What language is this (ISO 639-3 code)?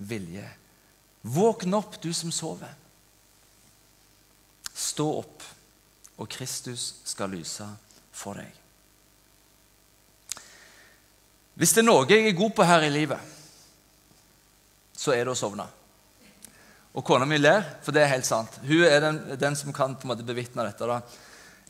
nor